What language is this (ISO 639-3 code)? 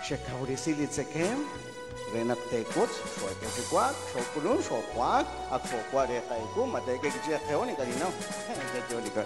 kek